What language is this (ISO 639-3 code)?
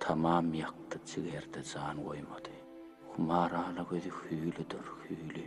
tuk